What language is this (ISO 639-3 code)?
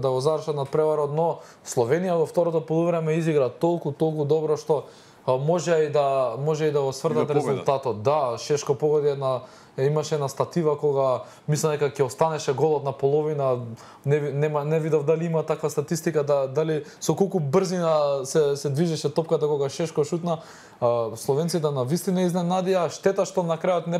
mkd